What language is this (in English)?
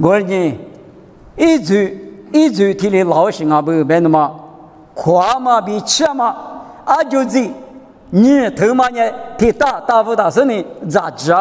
Lisu